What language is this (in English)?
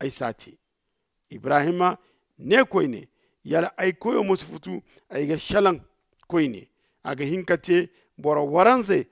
Zarma